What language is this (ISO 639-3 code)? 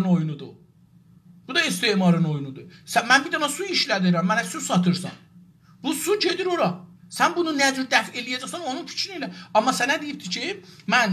azb